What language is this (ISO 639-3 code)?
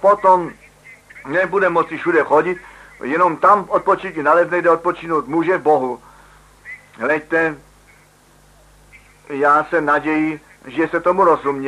ces